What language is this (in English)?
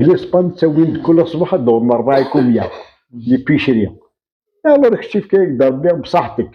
Kabyle